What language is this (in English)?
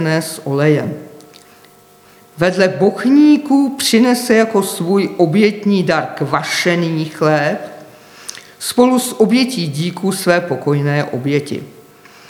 Czech